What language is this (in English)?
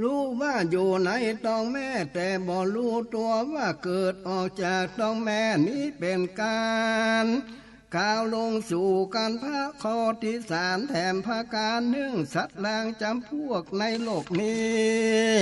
Northern Thai